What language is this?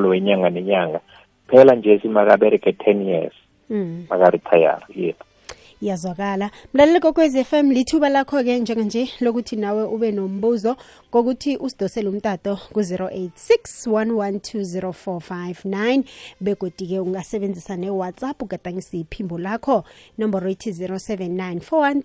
South Ndebele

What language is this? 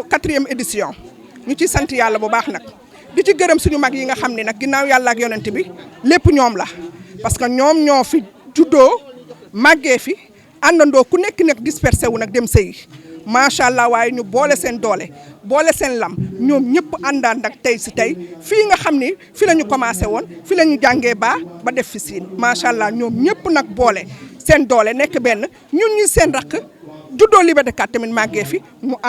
Wolof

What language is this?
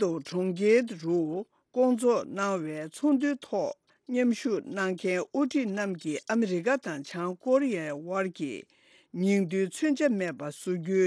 Tibetan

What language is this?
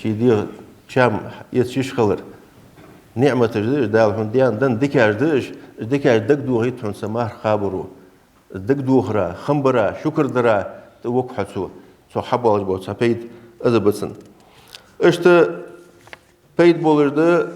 Ingush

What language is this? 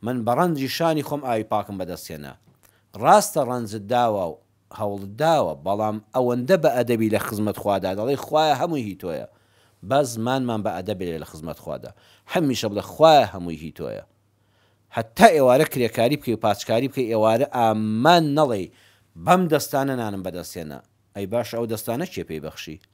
Central Kurdish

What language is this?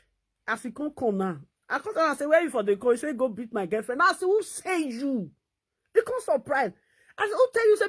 Nigerian Pidgin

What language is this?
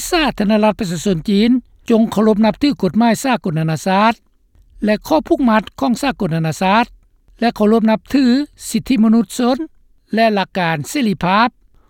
Lao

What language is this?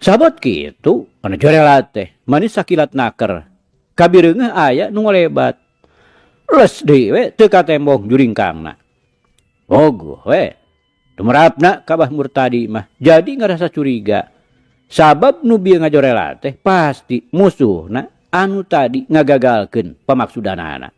Sundanese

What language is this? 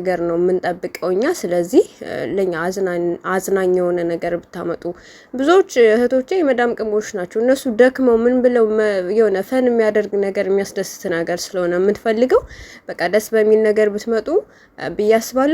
Amharic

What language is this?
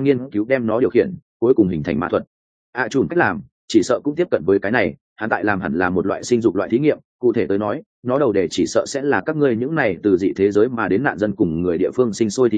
Vietnamese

